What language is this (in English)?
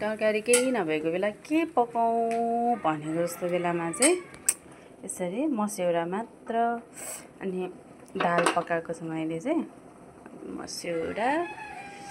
Nepali